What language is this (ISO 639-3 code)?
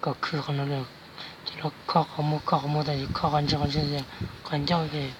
hmn